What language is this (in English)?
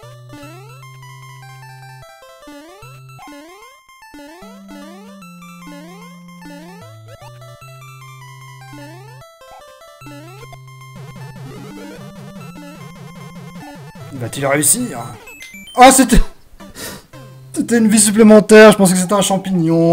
French